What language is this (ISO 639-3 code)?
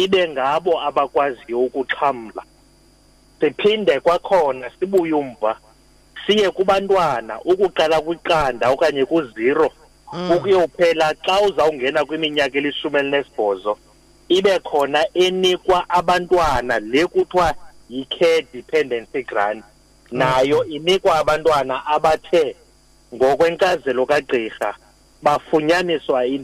xho